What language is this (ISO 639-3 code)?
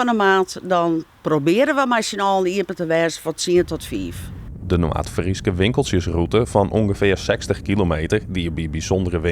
fry